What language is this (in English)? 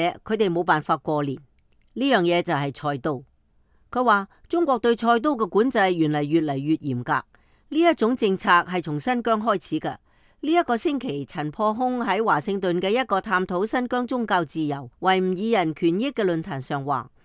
Cantonese